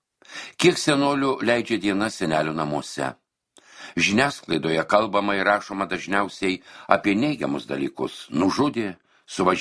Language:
Lithuanian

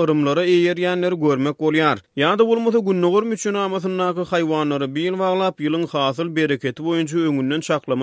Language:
Turkmen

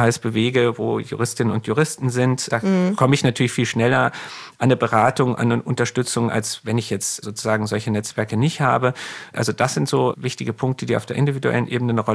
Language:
German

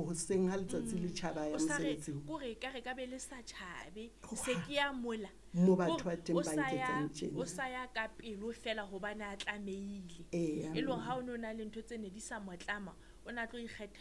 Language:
Southern Sotho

